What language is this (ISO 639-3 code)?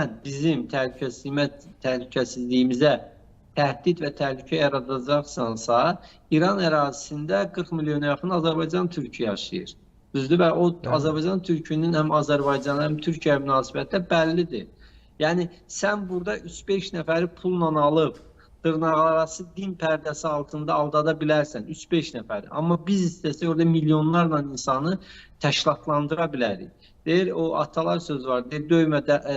aze